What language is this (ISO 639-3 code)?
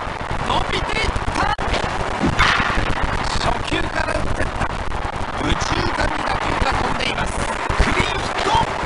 jpn